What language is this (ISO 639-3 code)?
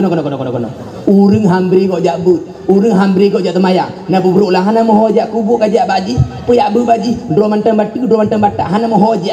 ace